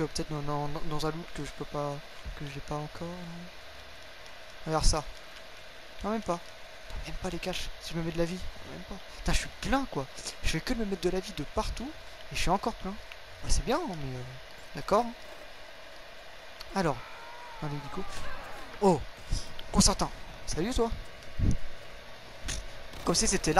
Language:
French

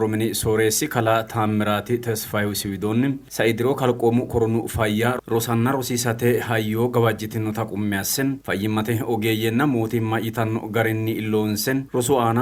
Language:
Sidamo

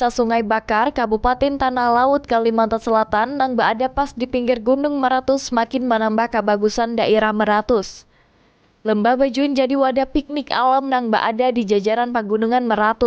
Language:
Banjar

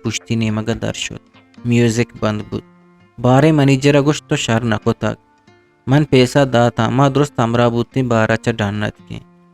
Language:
Eastern Balochi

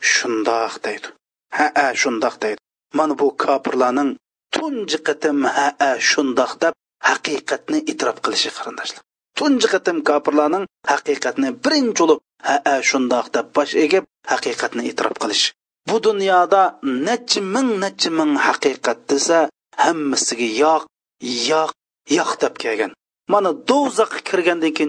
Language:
Uyghur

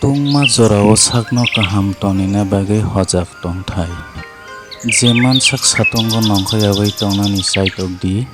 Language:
Kok Borok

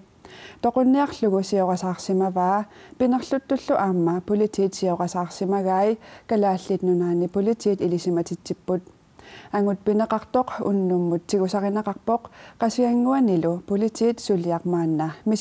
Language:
Kalaallisut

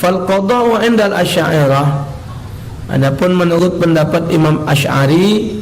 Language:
Musi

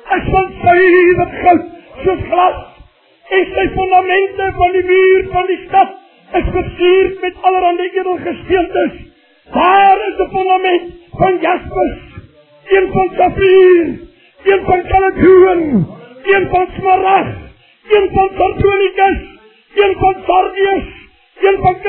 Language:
Afrikaans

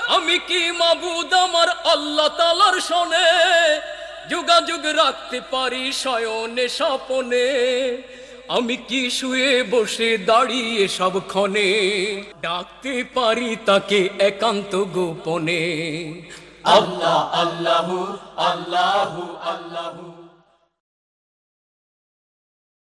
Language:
Bangla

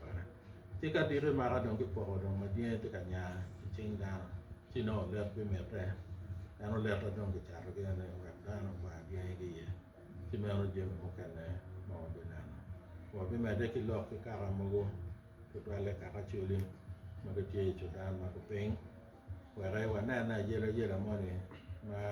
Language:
Acoli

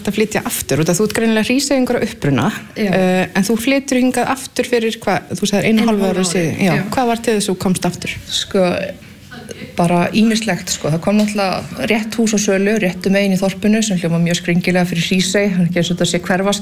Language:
Icelandic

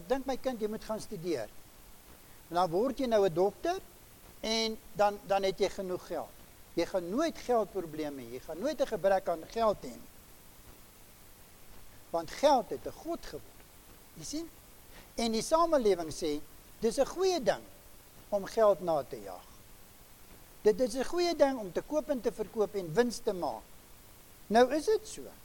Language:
Afrikaans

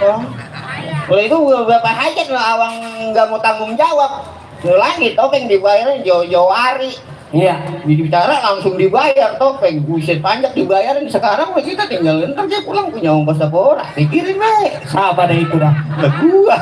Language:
Betawi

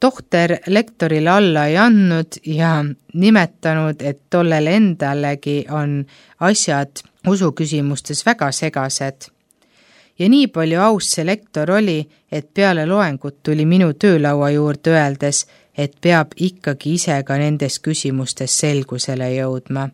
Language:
Estonian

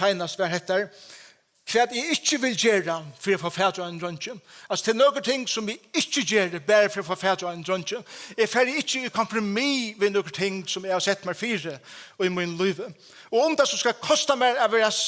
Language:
Faroese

